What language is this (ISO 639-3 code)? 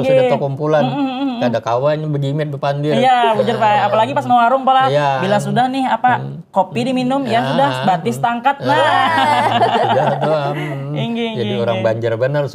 bjn